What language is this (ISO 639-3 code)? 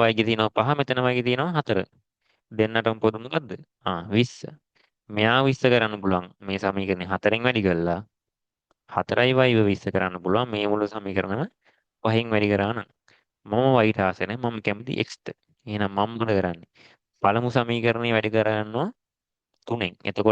sin